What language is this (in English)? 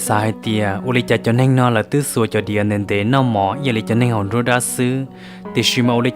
Hmong